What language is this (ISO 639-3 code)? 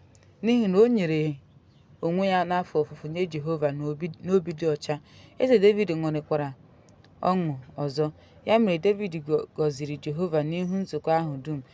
ibo